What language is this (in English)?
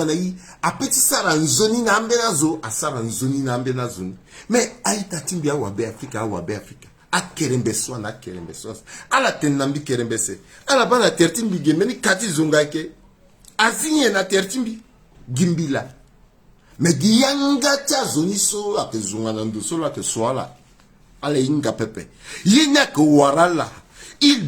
Sango